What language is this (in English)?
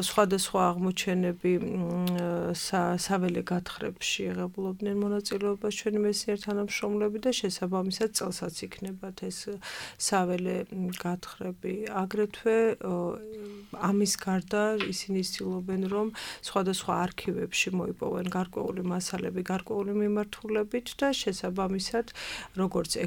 Georgian